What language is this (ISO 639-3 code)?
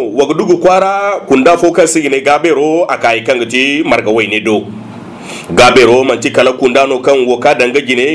dje